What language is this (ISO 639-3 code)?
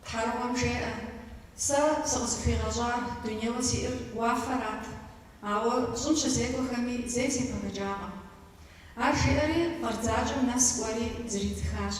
kbd